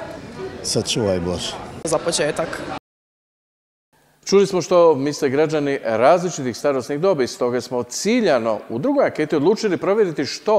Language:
Croatian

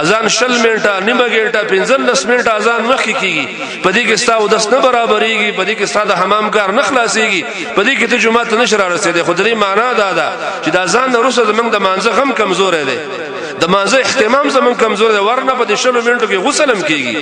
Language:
Pashto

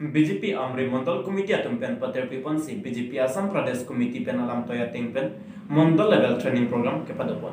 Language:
Karbi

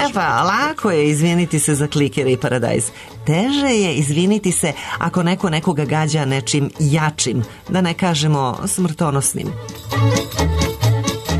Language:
Serbian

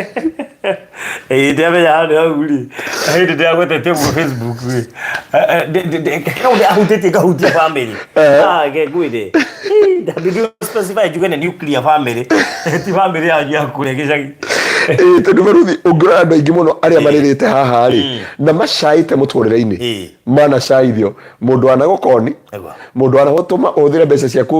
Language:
Kikuyu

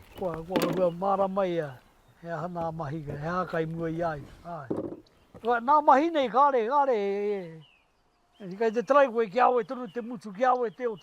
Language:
Māori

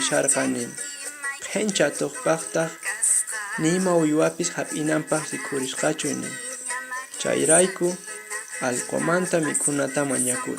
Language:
Quechua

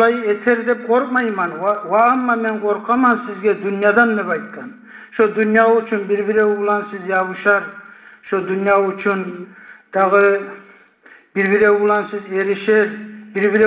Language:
Kumyk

